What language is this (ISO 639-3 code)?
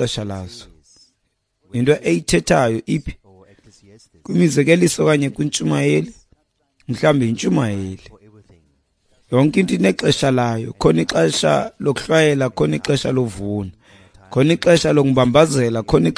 xho